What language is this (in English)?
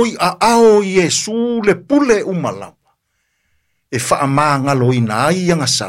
Samoan